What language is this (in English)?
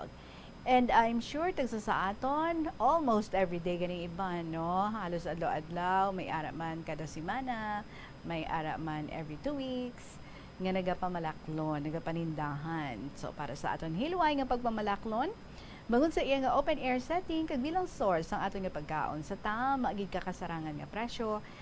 Hiligaynon